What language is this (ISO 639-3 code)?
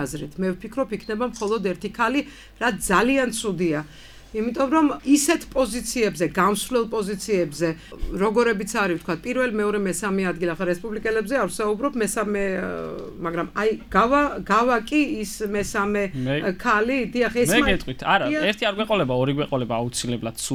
kat